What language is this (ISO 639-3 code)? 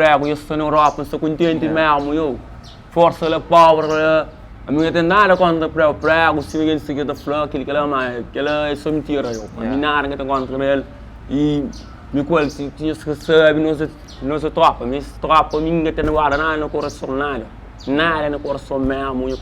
kea